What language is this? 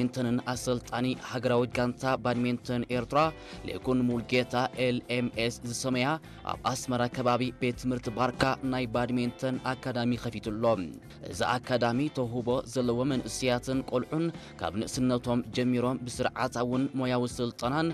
Tigrinya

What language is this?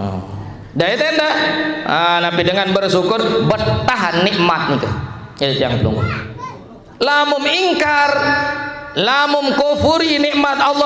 Sasak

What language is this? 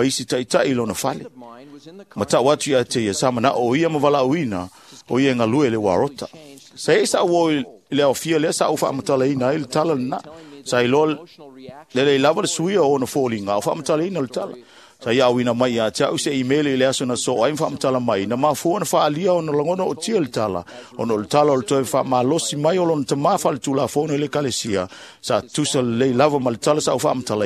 Samoan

